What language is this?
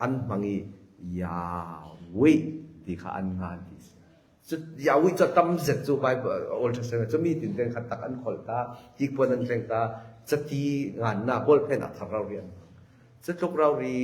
Falam Chin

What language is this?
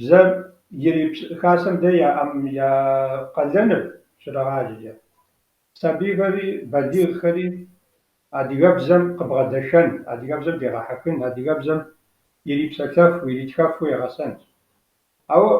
Kabardian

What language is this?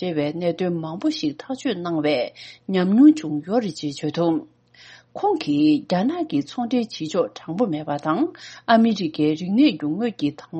Tibetan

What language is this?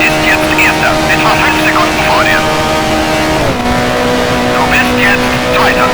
Bavarian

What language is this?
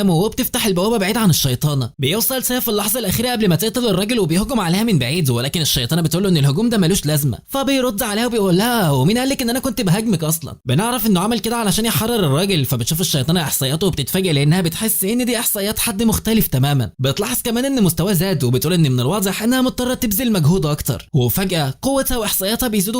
Egyptian Arabic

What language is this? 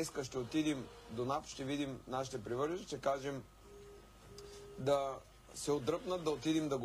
Bulgarian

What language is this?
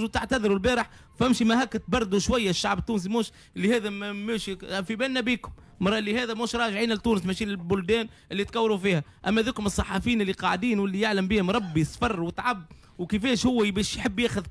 Tunisian Arabic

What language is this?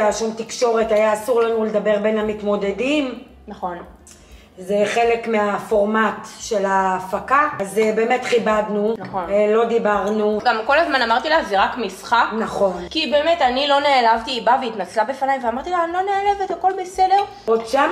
Hebrew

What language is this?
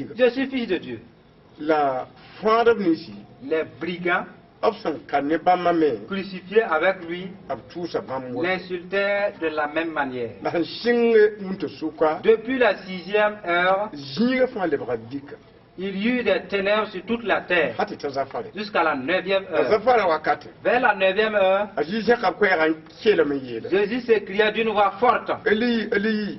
Mossi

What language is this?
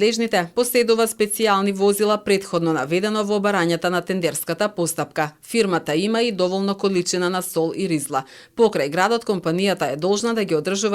Macedonian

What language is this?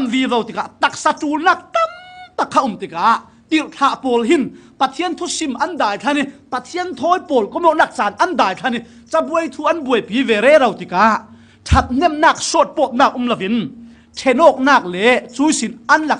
Falam Chin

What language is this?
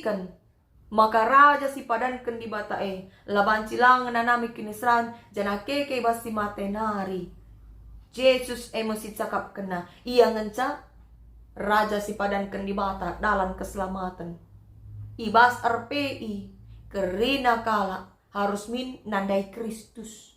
Batak Karo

